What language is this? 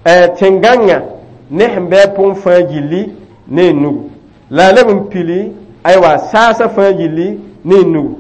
Mossi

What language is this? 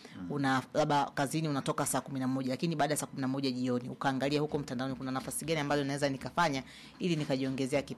Swahili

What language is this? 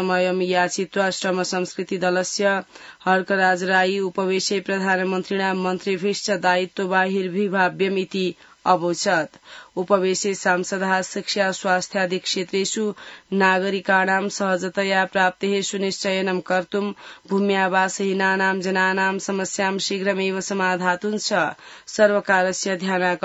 Sanskrit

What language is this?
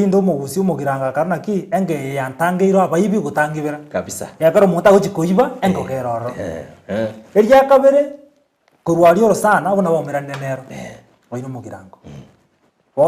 Gusii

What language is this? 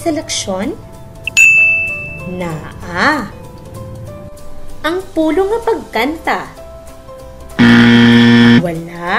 Cebuano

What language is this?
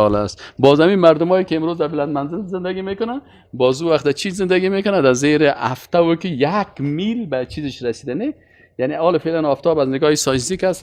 Persian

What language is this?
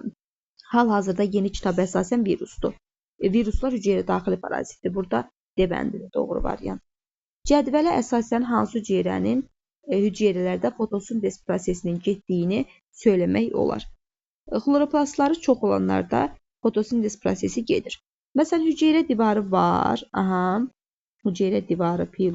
Azerbaijani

